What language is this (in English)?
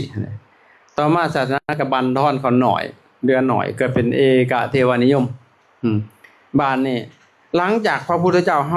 Lao